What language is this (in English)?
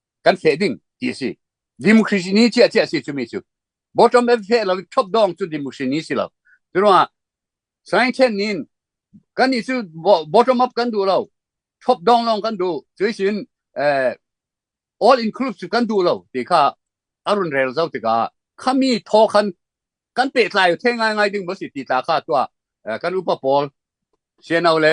Falam Chin